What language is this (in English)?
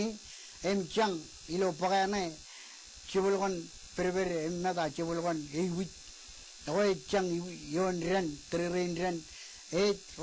Marshallese